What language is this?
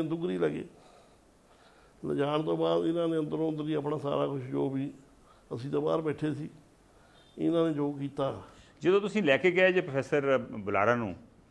Punjabi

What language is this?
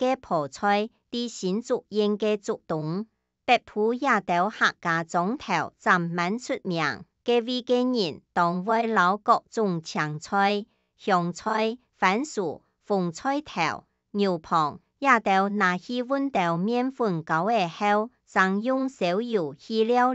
Hakka Chinese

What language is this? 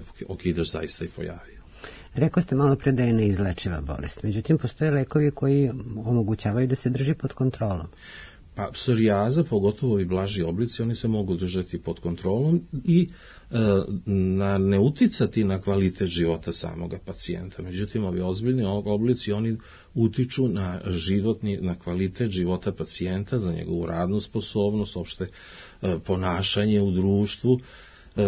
Serbian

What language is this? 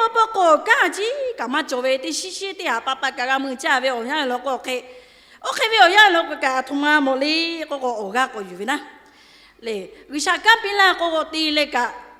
Lahu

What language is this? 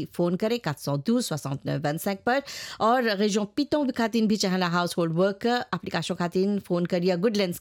Bhojpuri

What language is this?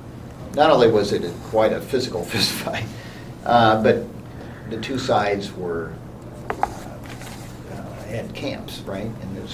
English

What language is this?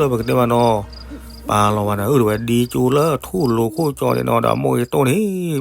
S'gaw Karen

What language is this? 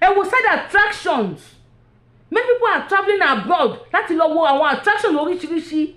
Yoruba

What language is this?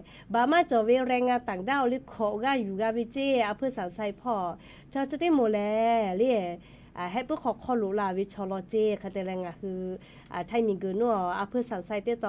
Lahu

